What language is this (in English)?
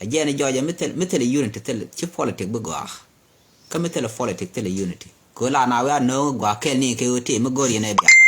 Nuer